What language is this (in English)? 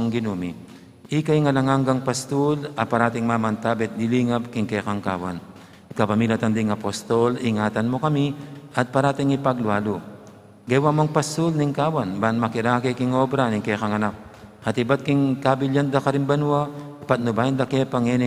Pampanga